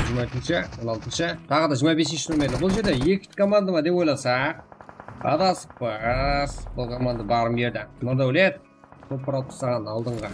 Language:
Kara-Kalpak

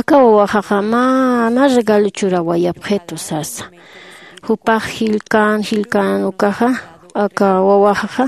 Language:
Aymara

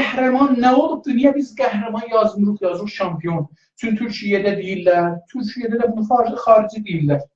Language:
South Azerbaijani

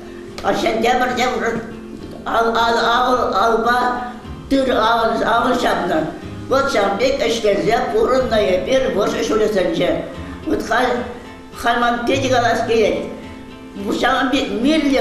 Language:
Chuvash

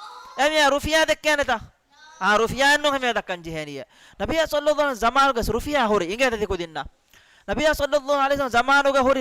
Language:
Divehi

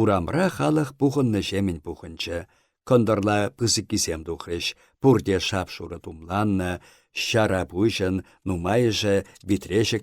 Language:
Chuvash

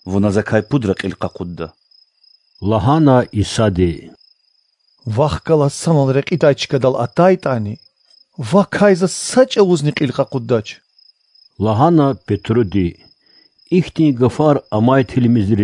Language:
Lezghian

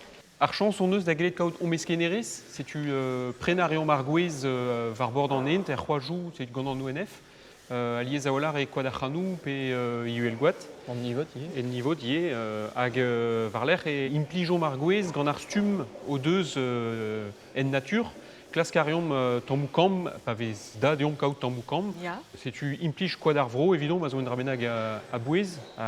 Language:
Breton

